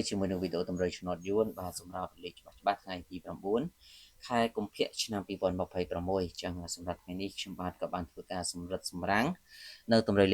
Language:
Khmer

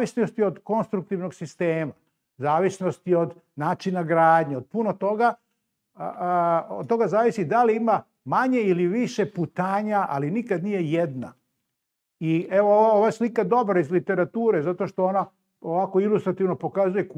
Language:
Serbian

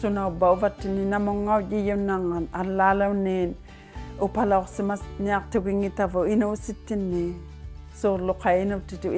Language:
Inuktitut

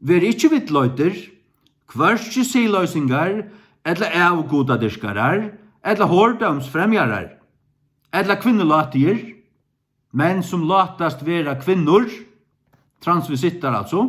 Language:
Faroese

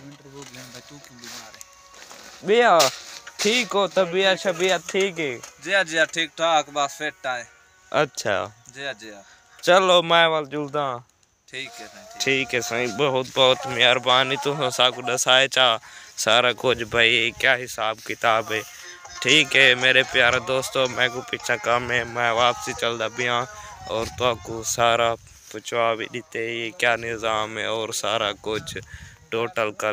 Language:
Saraiki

